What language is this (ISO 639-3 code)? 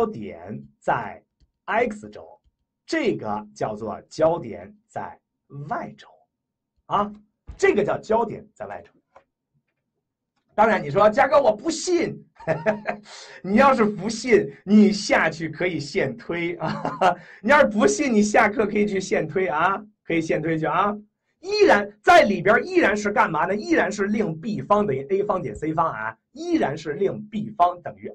zho